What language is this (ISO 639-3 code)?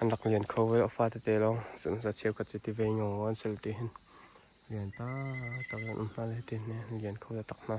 cnh